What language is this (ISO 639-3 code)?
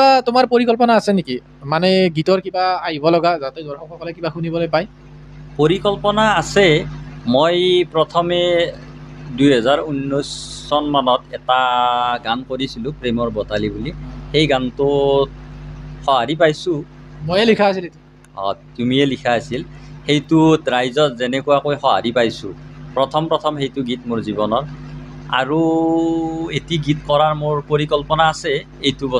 asm